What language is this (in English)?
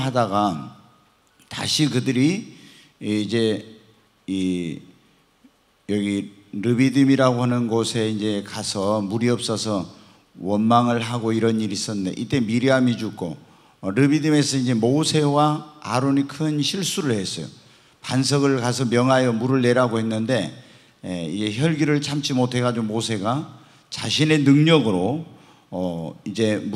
Korean